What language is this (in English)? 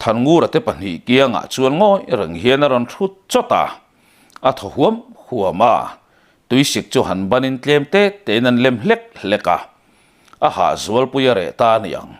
Mizo